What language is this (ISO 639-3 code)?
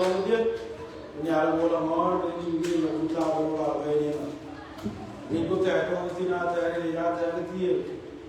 din